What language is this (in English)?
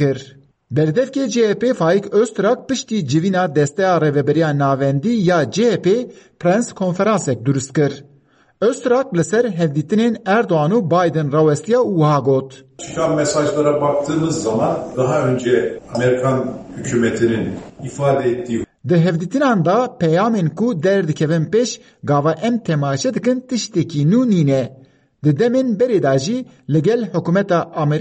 Kurdish